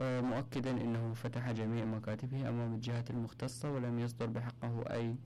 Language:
Mesopotamian Arabic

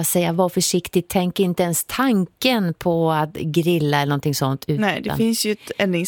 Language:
Swedish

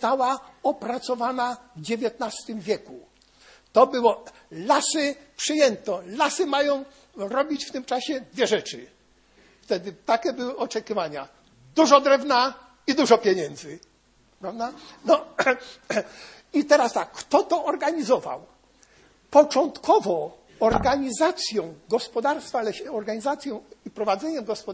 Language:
Polish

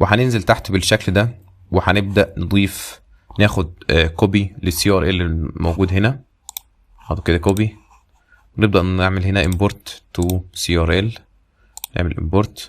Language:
Egyptian Arabic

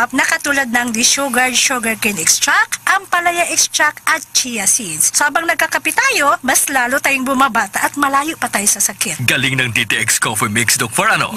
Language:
Hiligaynon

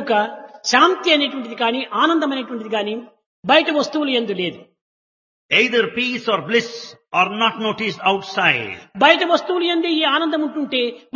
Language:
Telugu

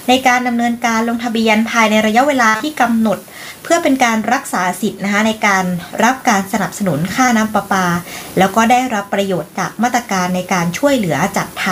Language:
Thai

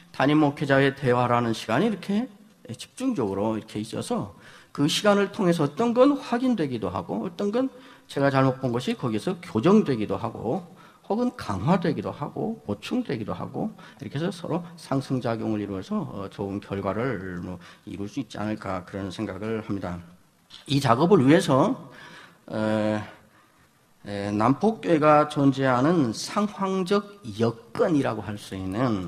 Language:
Korean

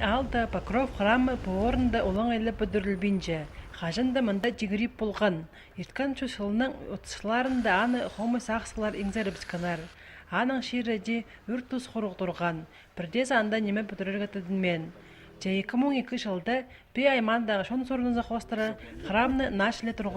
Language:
Khakas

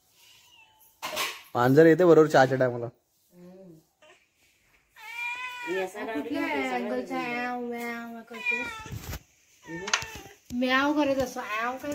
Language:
Marathi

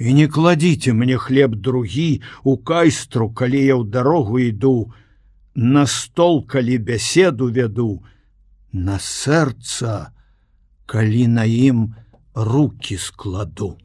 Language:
Belarusian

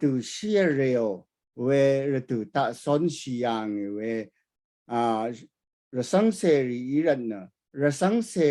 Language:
Rawang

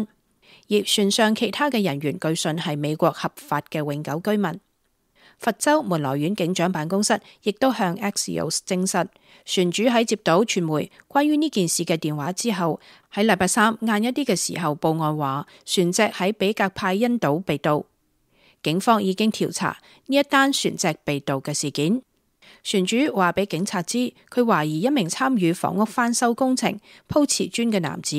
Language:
Cantonese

